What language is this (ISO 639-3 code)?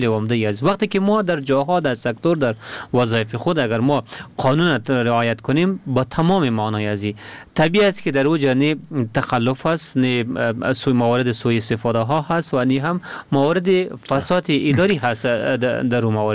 fas